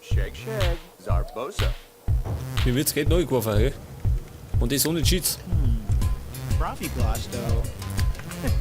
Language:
Bavarian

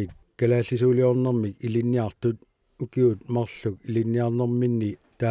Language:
Kalaallisut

